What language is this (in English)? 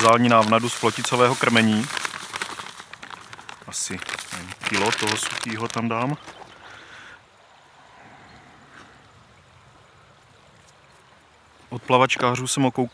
Czech